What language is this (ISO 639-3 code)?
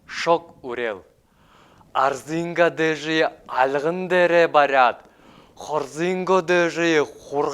bua